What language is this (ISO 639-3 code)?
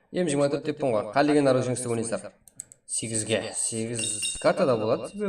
kaa